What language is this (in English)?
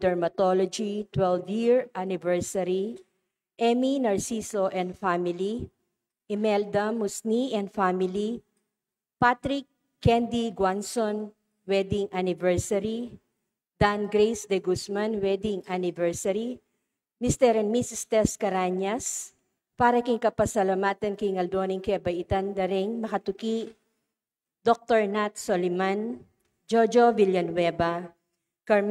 Pampanga